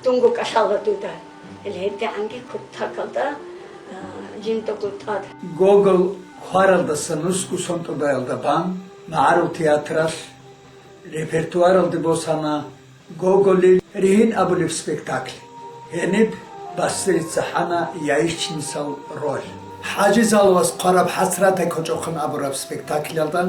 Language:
Avaric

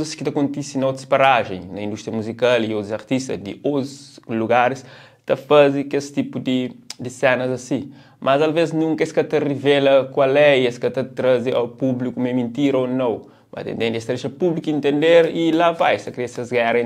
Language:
Kabuverdianu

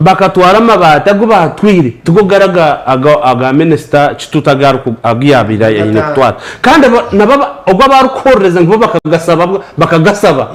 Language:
Nyankole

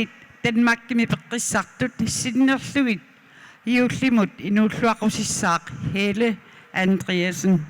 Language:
Kalaallisut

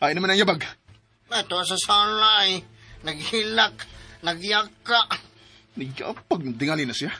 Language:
Cebuano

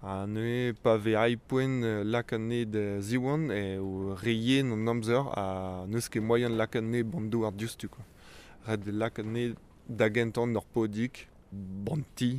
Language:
Breton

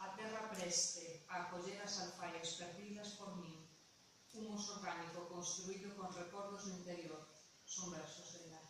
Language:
Galician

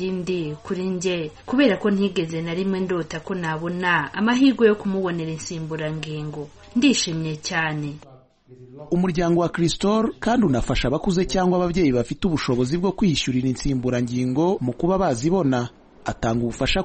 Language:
Kinyarwanda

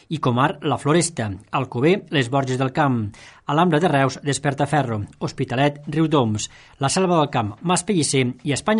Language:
Catalan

